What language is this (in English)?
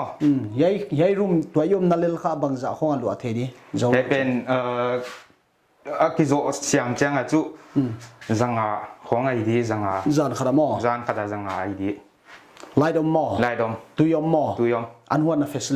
Paite Chin